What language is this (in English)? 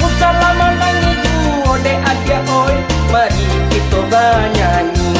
Minangkabau